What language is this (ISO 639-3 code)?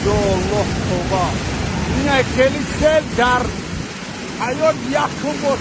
tgk